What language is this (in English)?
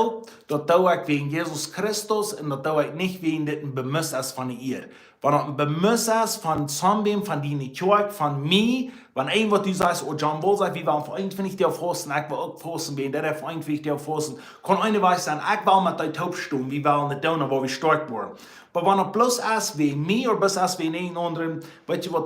Plautdietsch